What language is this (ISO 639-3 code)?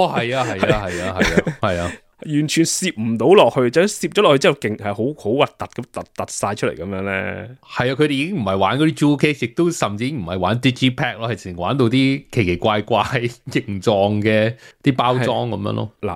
yue